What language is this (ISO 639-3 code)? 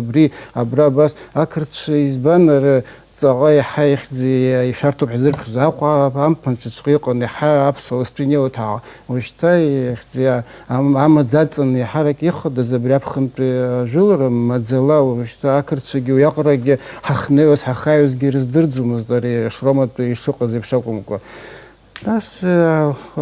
abk